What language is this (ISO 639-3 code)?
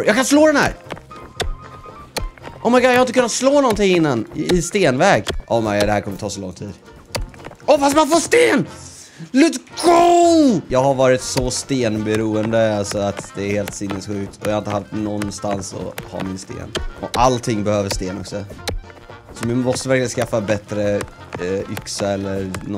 swe